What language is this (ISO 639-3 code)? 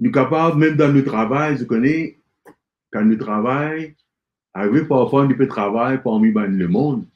mfe